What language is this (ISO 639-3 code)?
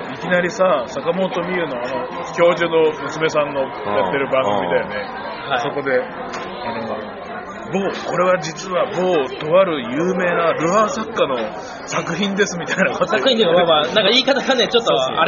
jpn